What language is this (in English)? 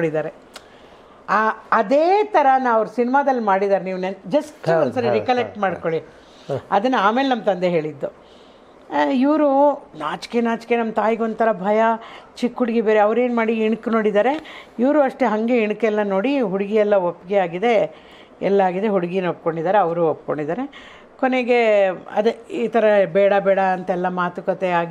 Kannada